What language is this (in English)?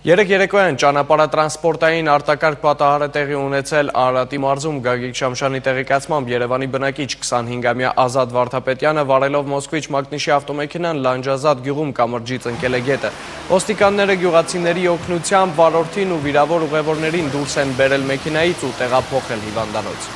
Armenian